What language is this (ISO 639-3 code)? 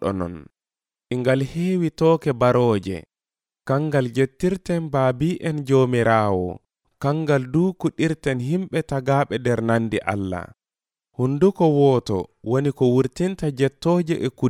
fuv